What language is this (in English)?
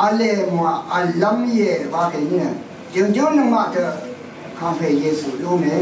Rawang